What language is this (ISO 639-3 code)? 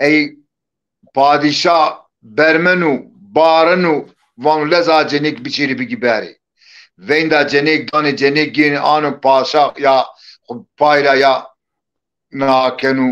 zza